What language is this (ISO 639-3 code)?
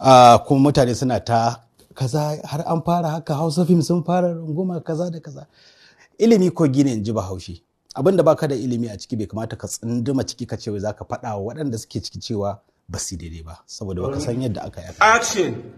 hau